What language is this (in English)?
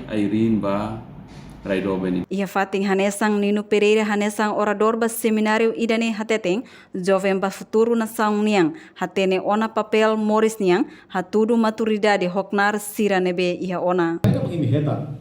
Tetum